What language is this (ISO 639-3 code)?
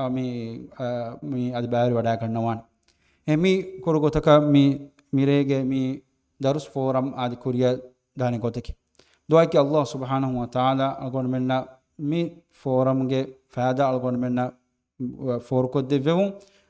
div